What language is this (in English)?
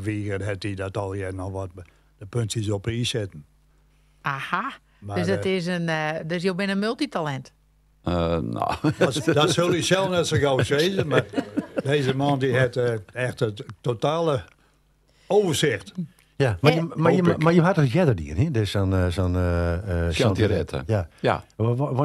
Western Frisian